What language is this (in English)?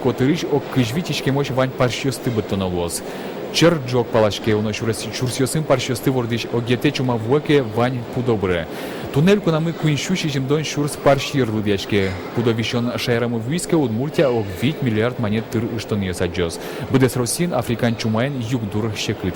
Udmurt